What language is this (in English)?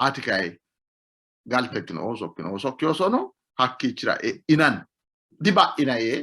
Sidamo